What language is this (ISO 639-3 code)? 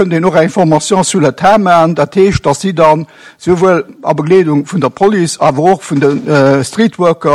ltz